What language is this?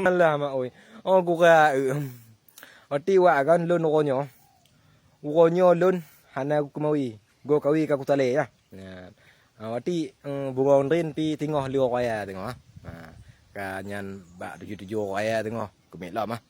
Achinese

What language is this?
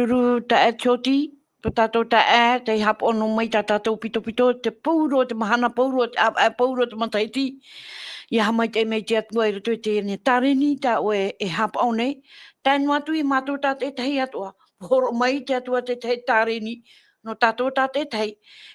Tahitian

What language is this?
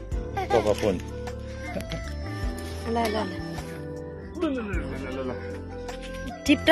Chinese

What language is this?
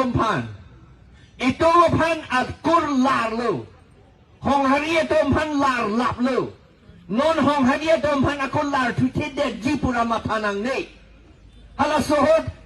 Karbi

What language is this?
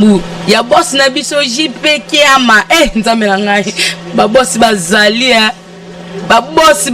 Lingala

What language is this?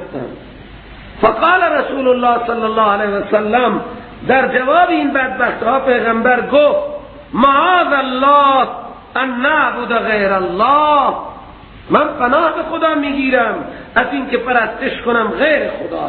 Persian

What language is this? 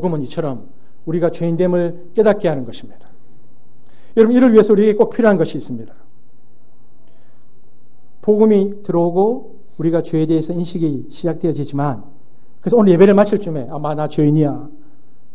Korean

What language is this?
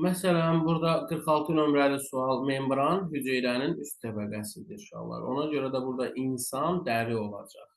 Azerbaijani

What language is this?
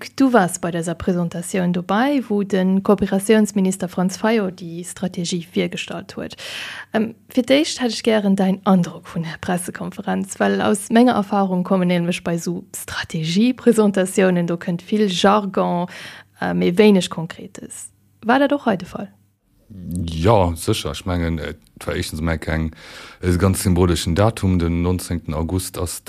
Luxembourgish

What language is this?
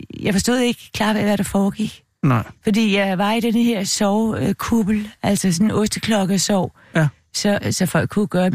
Danish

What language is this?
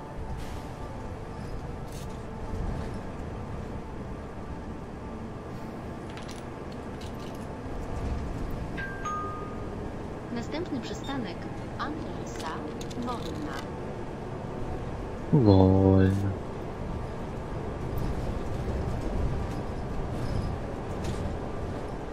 Polish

